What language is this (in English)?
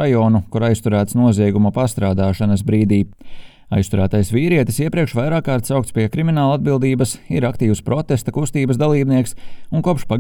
Latvian